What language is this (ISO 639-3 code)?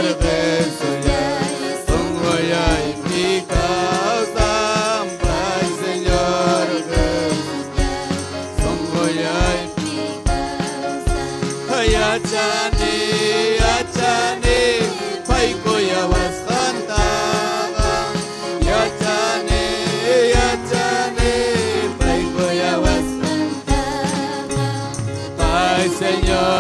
quy